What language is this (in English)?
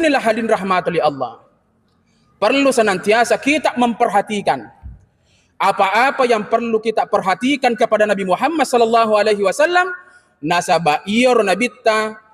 Buginese